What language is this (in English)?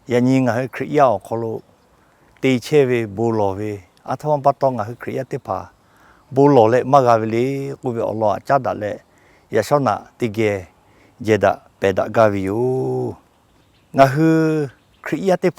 Lahu